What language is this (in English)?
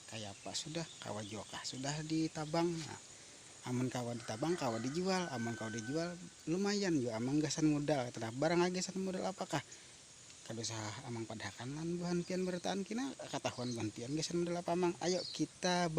Banjar